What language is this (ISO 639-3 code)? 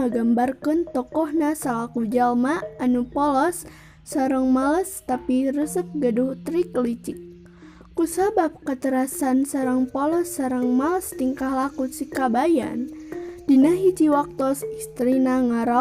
sun